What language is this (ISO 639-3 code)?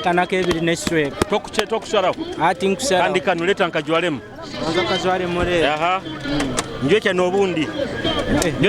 nyo